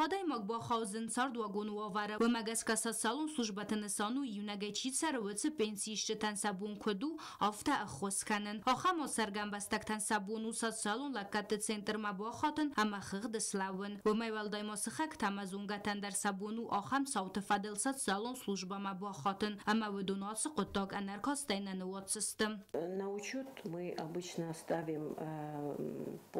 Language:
Ossetic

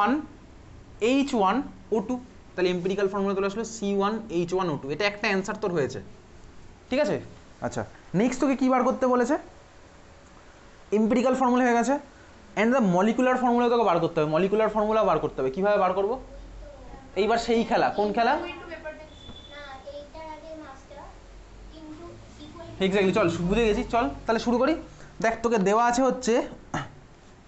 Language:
Bangla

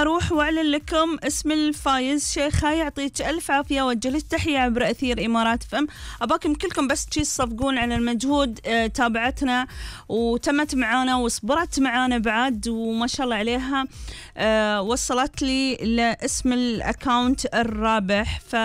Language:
Gulf Arabic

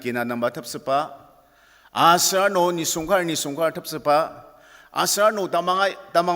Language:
Ao Naga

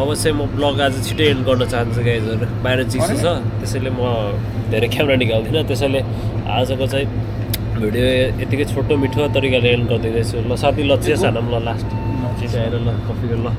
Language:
Nepali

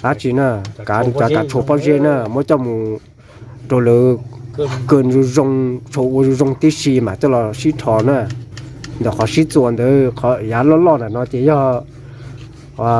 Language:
Hmong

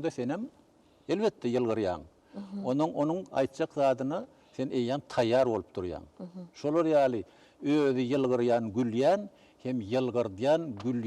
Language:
Turkmen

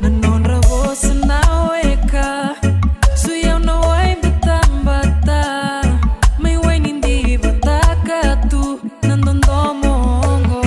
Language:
Fijian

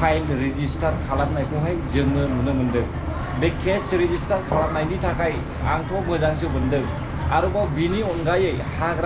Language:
Bodo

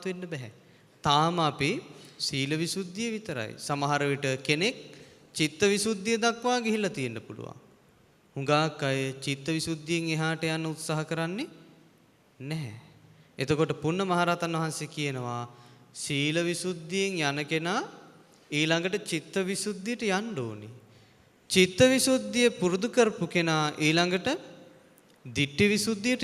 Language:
Sinhala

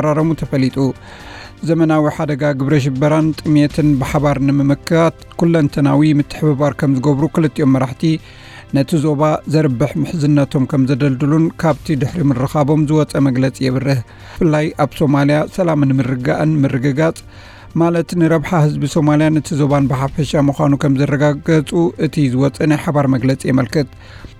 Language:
Tigrinya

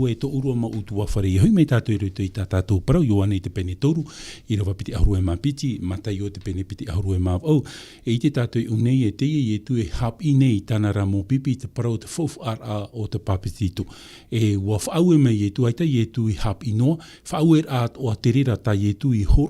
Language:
Tahitian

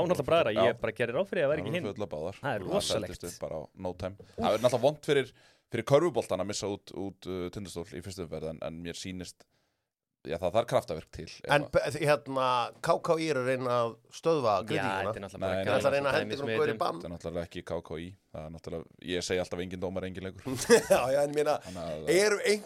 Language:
Icelandic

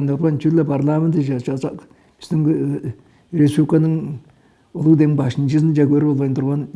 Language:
Tuvinian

